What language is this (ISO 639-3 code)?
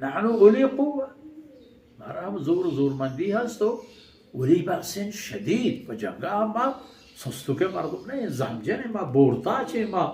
bal